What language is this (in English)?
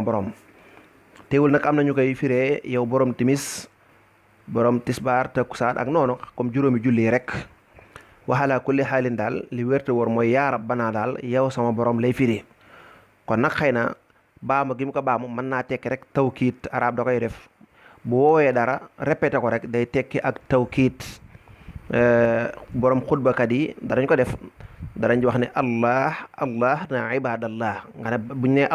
Wolof